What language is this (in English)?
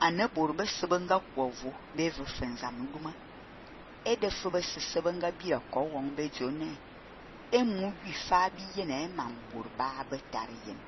Fang